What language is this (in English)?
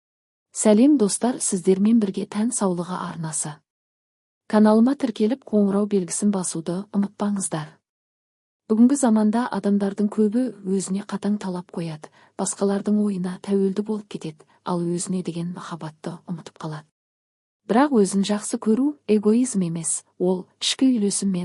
Kazakh